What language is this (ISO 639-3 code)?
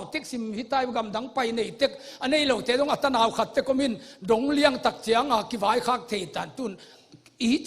ctd